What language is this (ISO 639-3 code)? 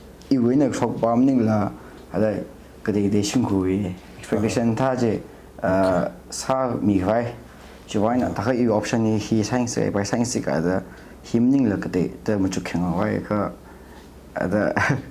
nmf